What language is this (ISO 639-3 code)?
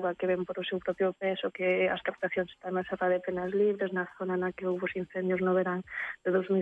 glg